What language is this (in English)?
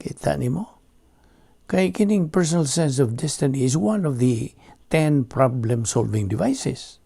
Cebuano